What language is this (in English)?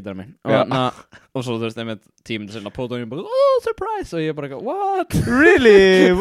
Icelandic